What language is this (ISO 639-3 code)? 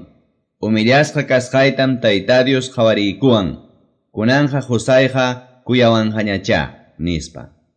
que